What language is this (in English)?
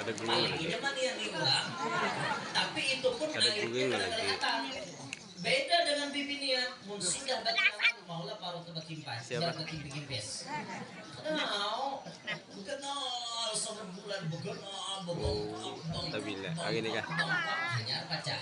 Banjar